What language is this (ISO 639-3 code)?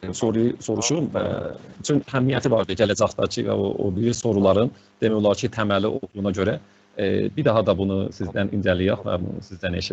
azb